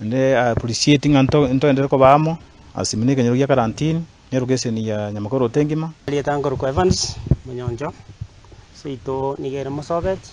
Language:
Gusii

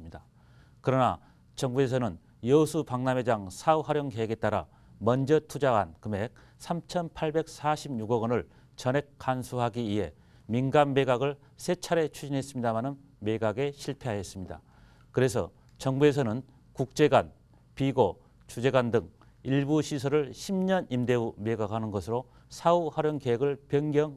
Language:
Korean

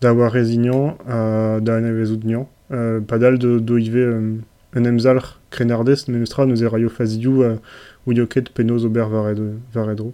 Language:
Breton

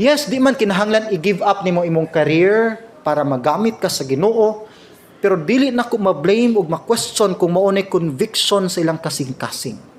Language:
Cebuano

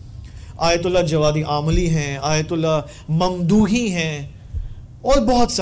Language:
Urdu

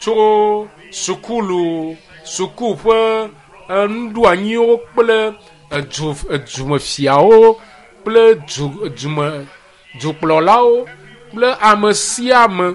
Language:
Ewe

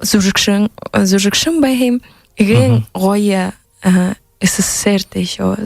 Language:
Buriat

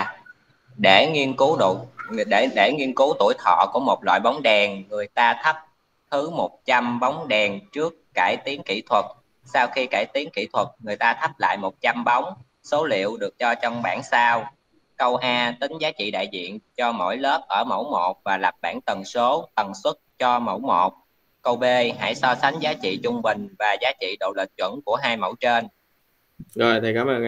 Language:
Vietnamese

